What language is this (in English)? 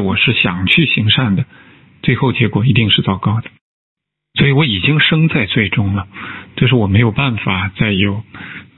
Chinese